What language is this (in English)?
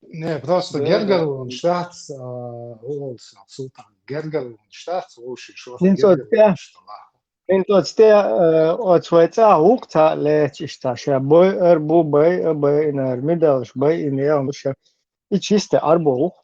Chechen